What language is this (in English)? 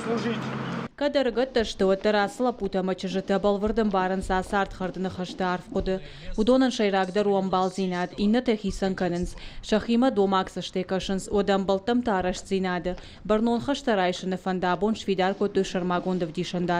Ossetic